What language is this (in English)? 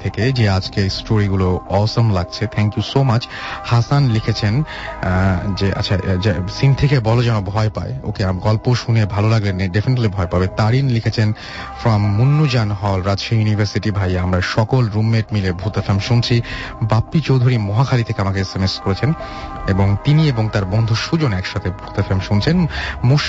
Bangla